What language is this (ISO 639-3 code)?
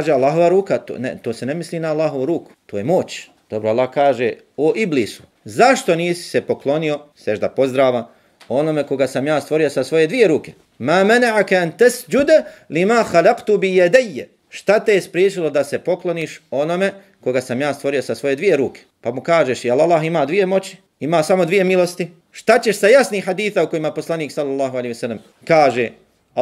bos